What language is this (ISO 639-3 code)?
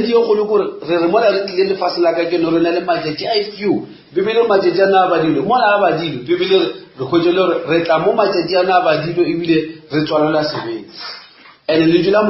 nso